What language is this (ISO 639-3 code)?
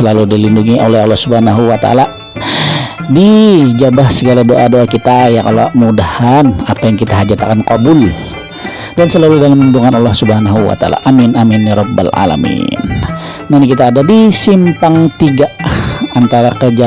bjn